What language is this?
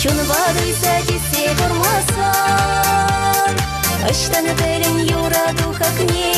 Chuvash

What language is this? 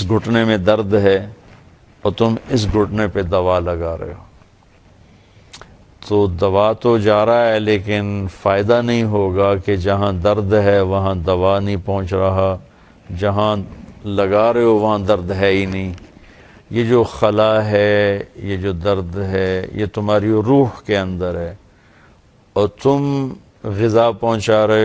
Urdu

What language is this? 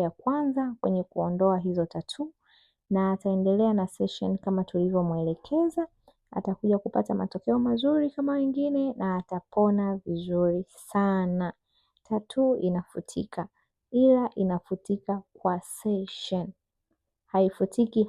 Swahili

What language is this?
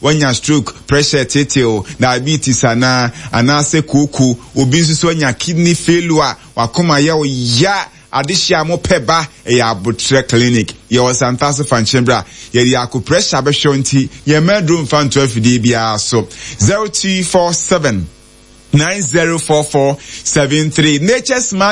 Akan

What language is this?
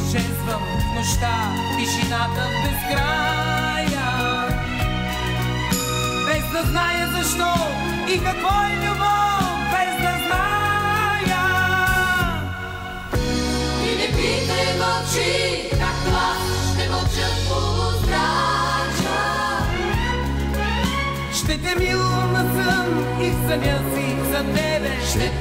Bulgarian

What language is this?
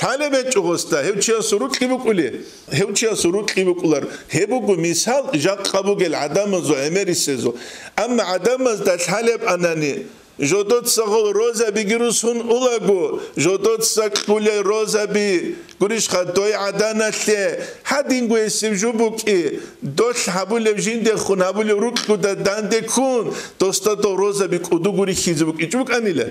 Avaric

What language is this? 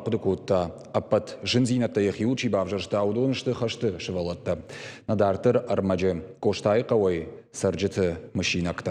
Ossetic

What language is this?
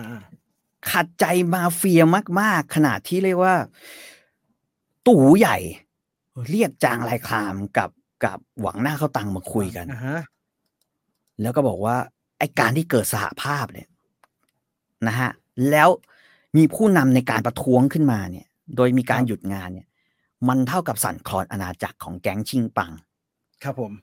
Thai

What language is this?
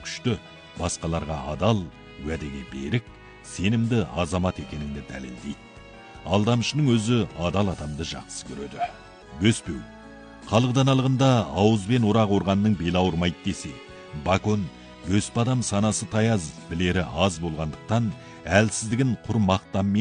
Kazakh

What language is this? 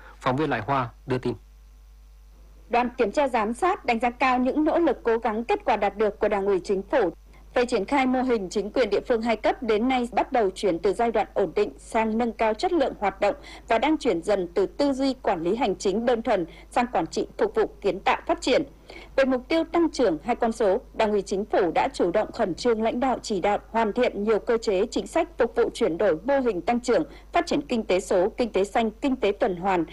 Vietnamese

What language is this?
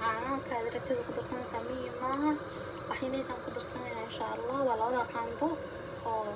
Somali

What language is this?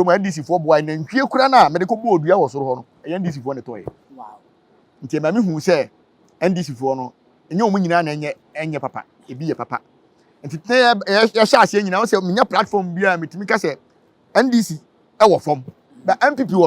Akan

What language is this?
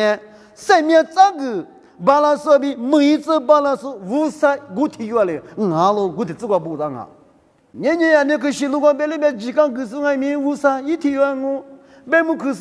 Lisu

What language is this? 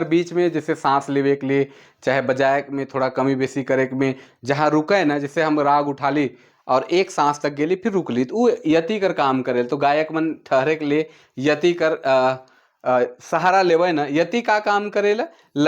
Sadri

